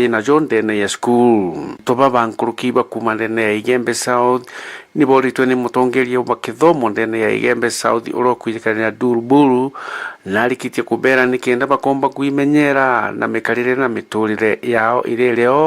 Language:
Meru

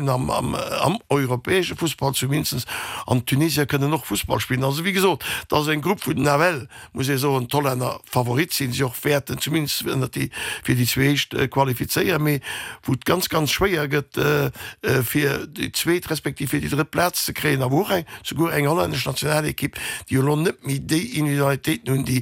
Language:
Luxembourgish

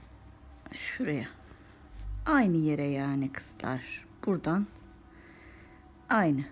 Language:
Turkish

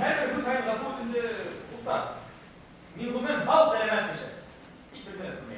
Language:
Bashkir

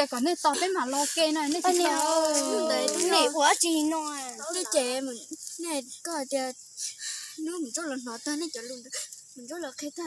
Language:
Hmong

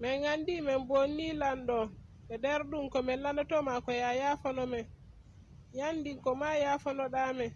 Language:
Fula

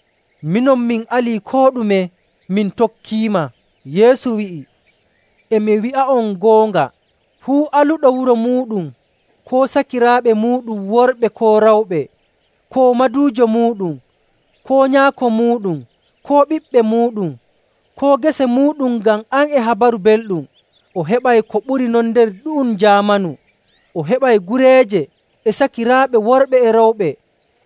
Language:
Nigerian Fulfulde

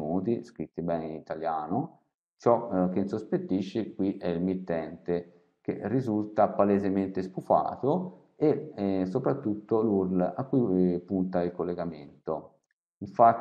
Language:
Italian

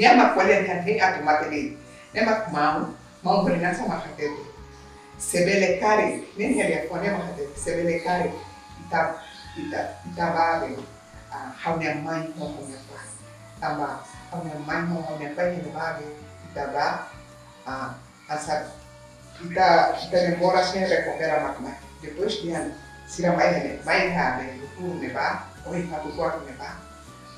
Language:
Tetum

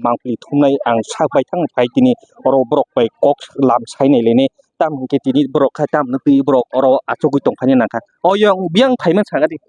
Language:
Kok Borok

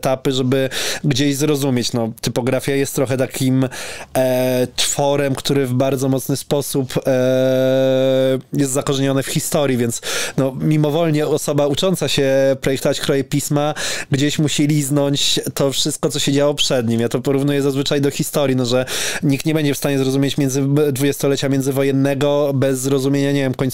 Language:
Polish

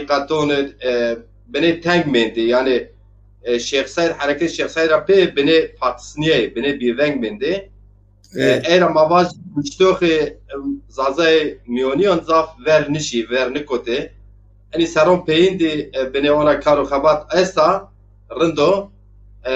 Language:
Zaza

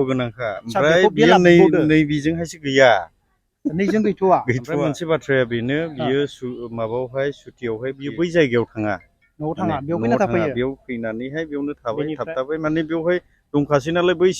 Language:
Bodo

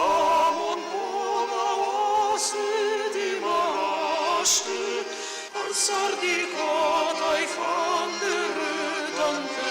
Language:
Ossetic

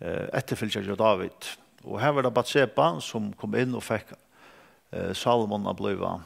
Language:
Faroese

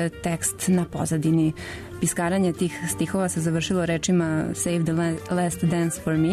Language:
Serbian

